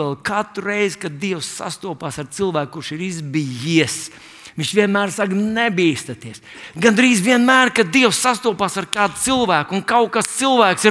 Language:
Latvian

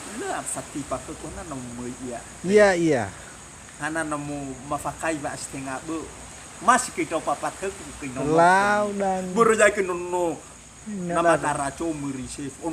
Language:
Nias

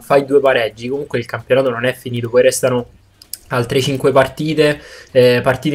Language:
Italian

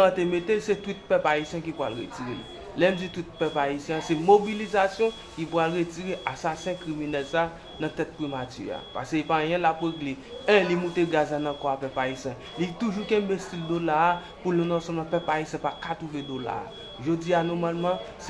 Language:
Haitian Creole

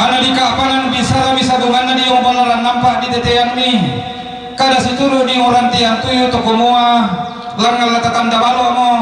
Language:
Toraja-Sa'dan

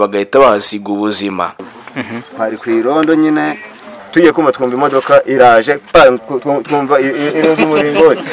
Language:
Kinyarwanda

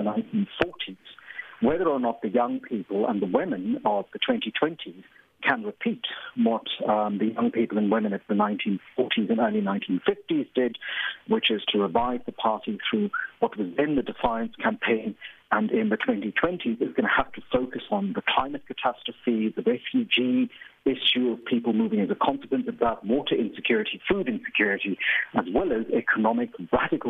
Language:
English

